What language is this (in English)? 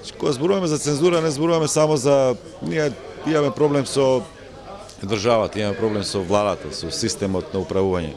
Macedonian